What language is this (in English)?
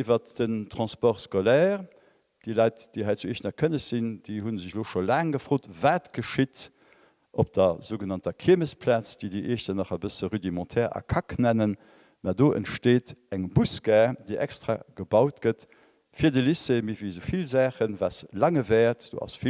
Luxembourgish